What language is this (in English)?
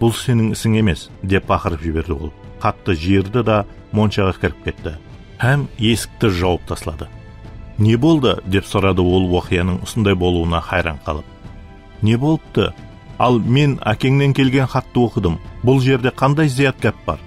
Kara-Kalpak